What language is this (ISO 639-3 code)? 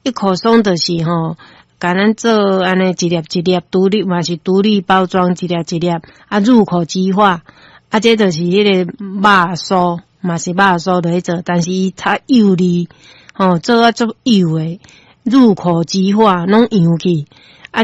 nan